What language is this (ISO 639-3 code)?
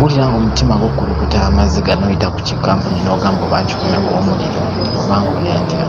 lug